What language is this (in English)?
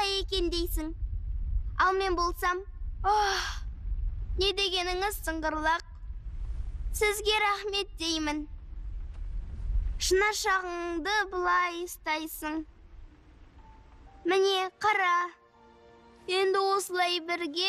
Kazakh